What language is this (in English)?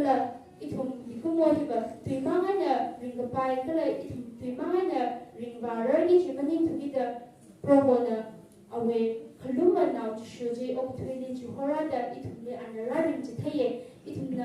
Tangkhul Naga (India)